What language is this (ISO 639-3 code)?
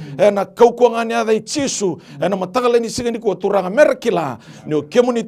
fij